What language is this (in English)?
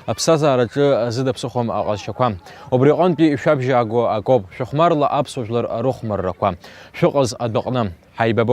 Abkhazian